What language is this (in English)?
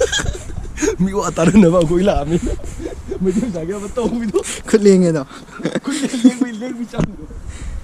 Manipuri